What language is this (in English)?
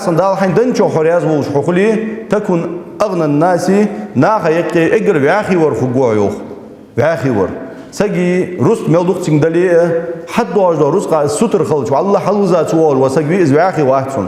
Ingush